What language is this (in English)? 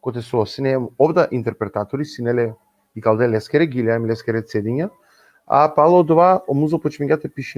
Balkan Romani